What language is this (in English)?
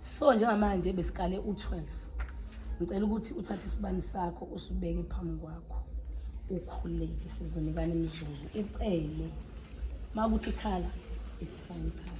Zulu